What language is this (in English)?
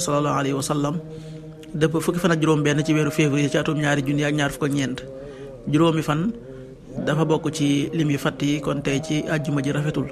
Wolof